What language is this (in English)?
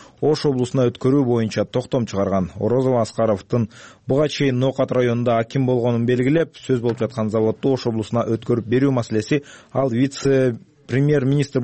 Kyrgyz